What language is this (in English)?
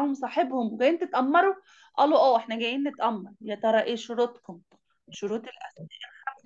Egyptian Arabic